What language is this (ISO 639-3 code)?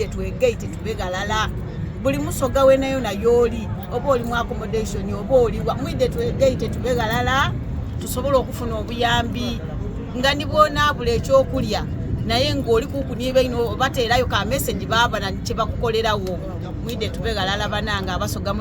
xog